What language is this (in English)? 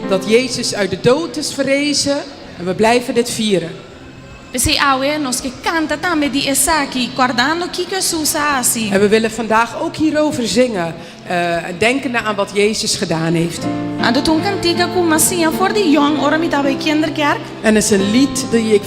Papiamento